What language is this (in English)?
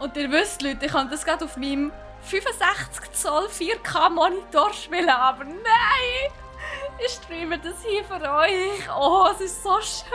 Swiss German